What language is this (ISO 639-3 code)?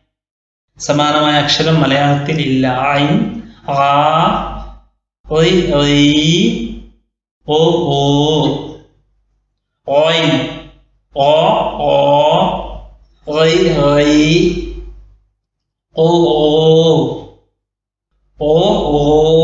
mal